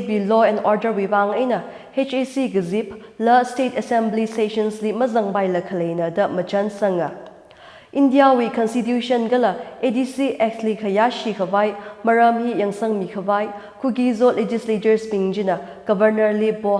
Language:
Tangkhul Naga (India)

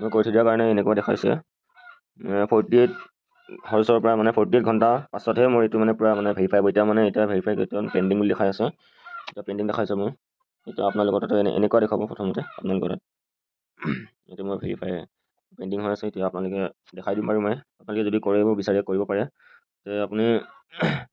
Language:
Assamese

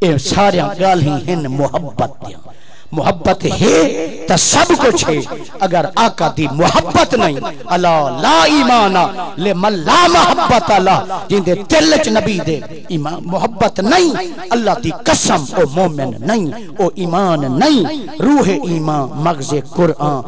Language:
Saraiki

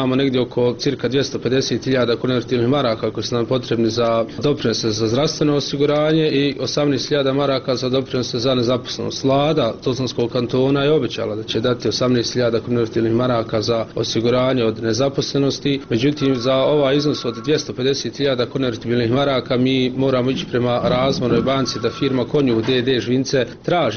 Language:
Bosnian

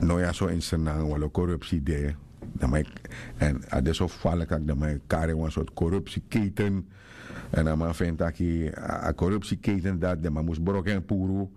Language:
Sranan Tongo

